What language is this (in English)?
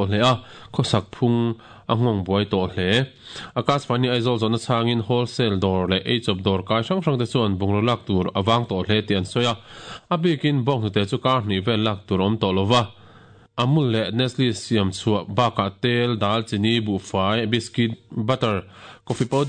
Mizo